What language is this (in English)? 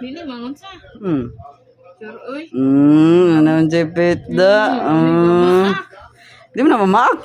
Cebuano